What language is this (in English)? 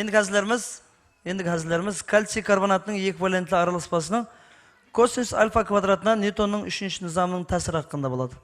Kara-Kalpak